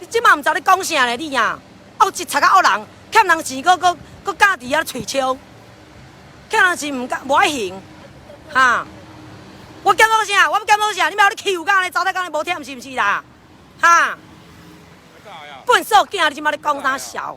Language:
Min Nan Chinese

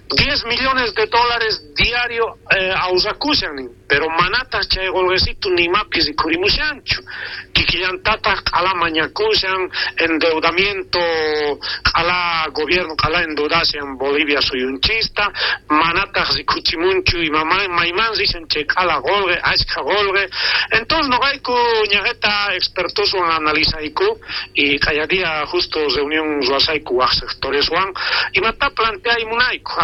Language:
South Bolivian Quechua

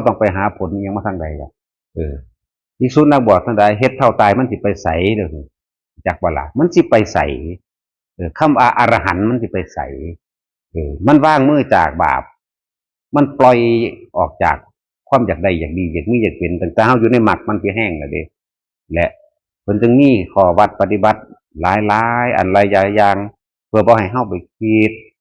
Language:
Northeastern Thai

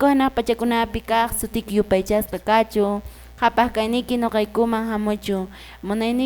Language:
Quechua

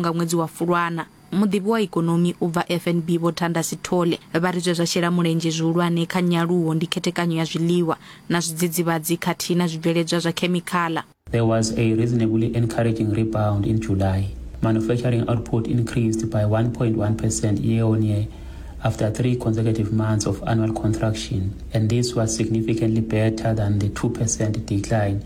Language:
Venda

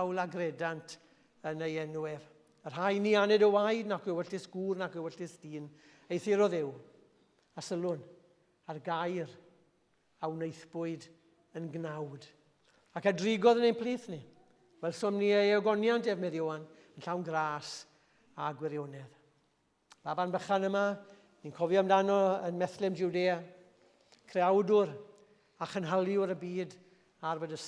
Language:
Welsh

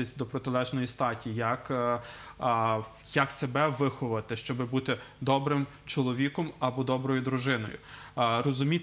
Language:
Ukrainian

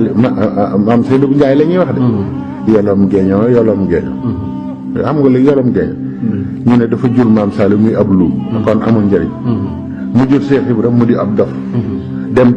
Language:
Wolof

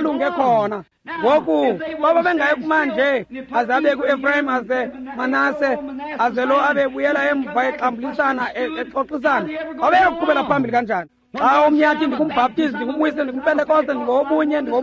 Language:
Xhosa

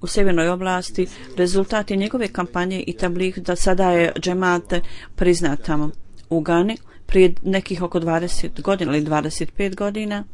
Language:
Bosnian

